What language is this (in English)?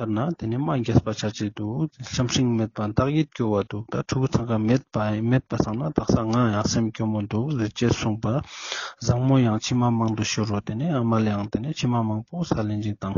Ladakhi